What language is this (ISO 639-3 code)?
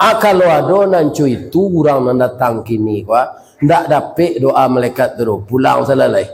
min